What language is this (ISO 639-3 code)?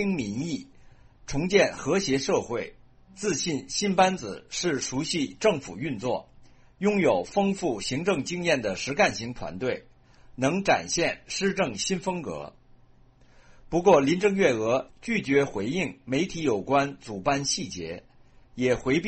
zho